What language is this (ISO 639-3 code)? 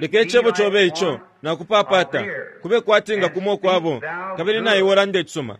bem